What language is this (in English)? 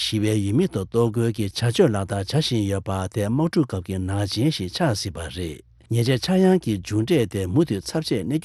Tibetan